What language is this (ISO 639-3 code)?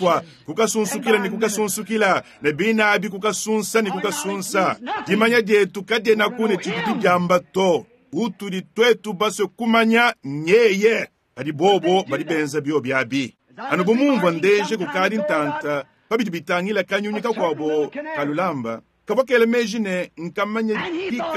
lua